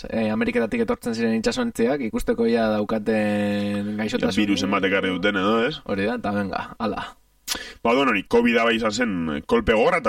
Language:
Basque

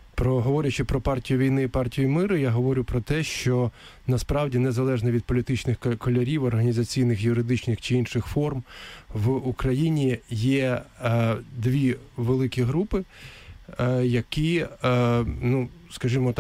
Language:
Ukrainian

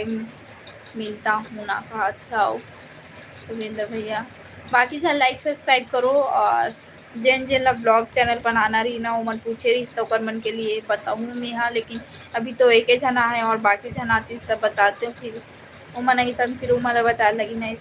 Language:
Chhattisgarhi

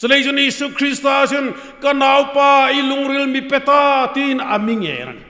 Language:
Hmar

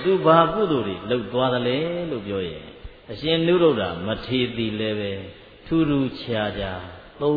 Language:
Burmese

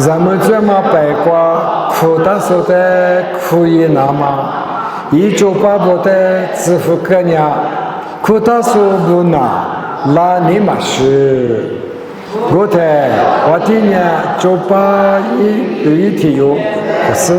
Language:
Lisu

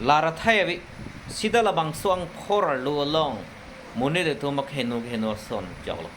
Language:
Karbi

